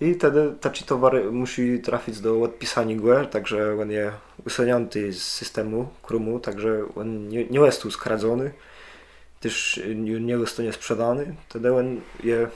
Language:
Kashubian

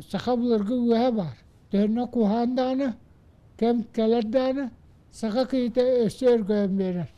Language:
Yakut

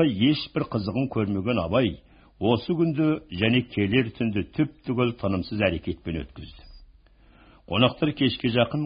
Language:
Kazakh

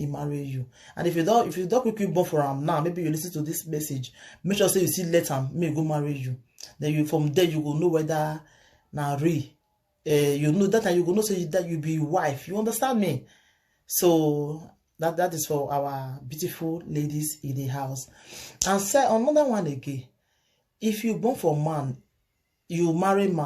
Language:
Nigerian Pidgin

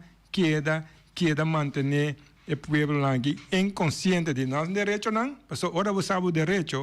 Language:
Papiamento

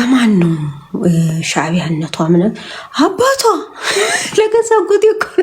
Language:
Amharic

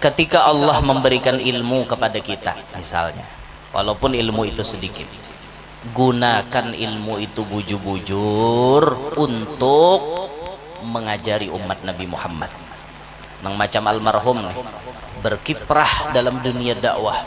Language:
Banjar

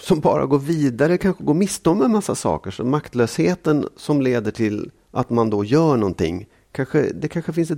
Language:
Swedish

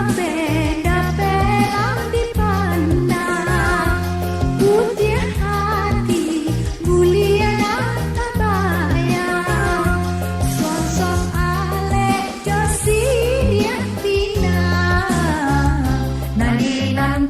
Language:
Minangkabau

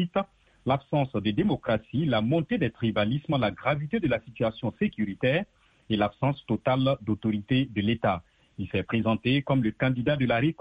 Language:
French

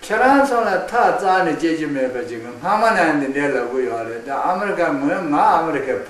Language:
Khams Tibetan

